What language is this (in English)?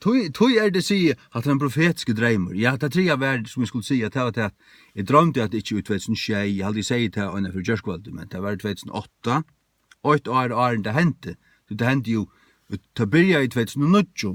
Faroese